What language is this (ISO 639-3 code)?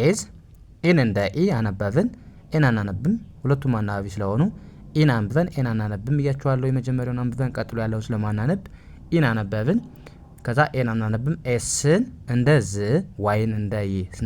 amh